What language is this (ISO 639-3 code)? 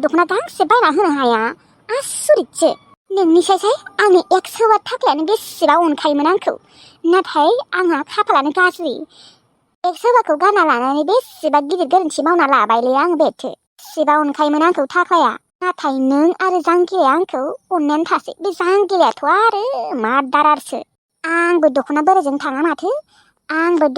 brx